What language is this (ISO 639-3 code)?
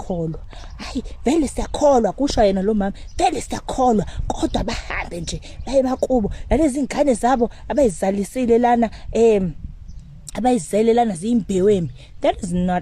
zul